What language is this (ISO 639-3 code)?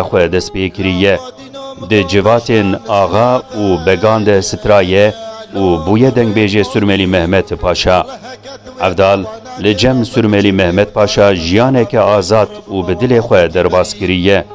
kur